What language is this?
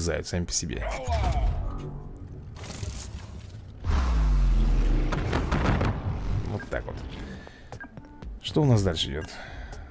Russian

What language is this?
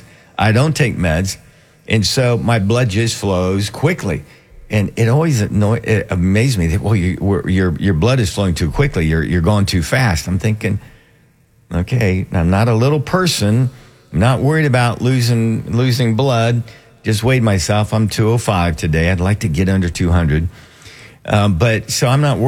English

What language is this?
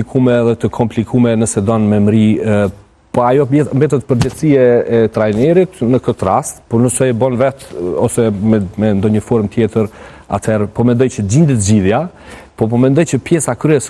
Albanian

